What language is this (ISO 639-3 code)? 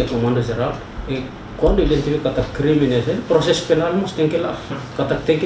tet